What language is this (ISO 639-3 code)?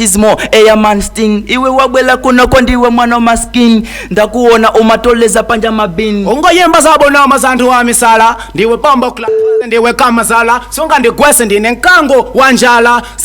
nya